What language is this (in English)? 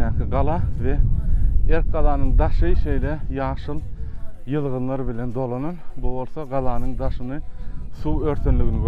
Turkmen